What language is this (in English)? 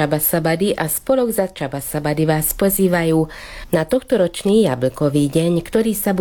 Slovak